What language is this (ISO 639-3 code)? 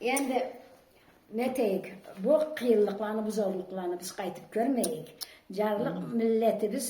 krc